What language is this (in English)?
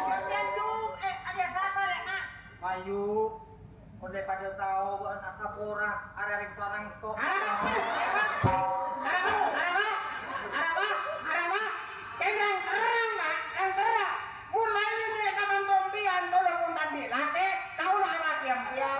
Madurese